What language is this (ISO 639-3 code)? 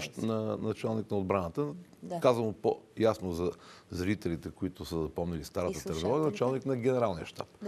bul